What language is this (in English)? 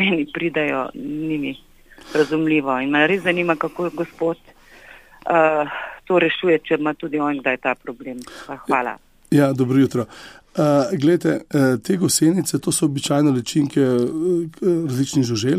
Slovenian